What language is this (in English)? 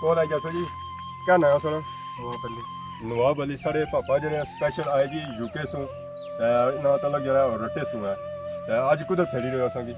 Pahari-Potwari